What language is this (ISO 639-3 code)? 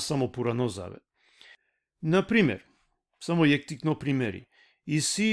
rmn